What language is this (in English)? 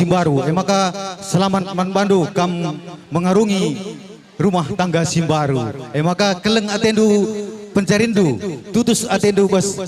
Batak Karo